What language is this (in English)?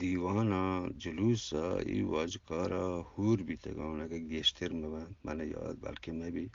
Eastern Balochi